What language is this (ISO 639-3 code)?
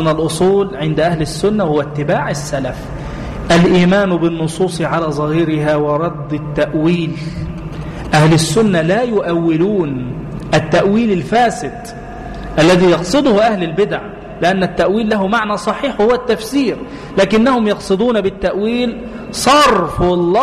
ara